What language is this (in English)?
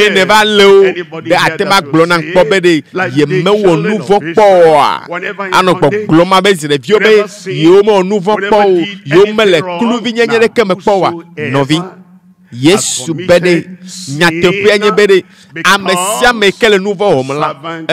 Ewe